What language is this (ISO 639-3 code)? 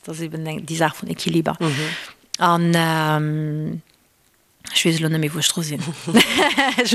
ltz